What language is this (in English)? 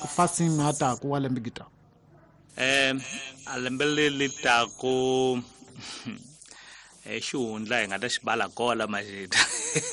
Tsonga